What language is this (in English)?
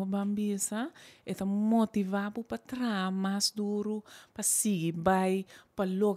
Papiamento